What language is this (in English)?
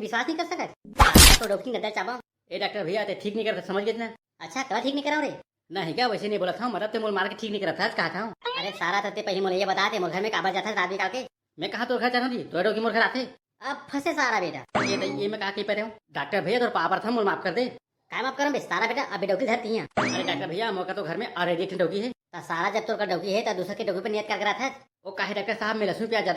Chhattisgarhi